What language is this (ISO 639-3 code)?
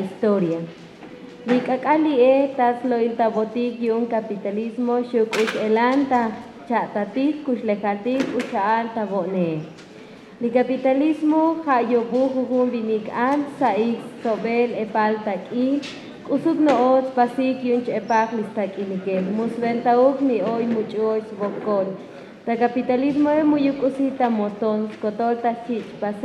tzo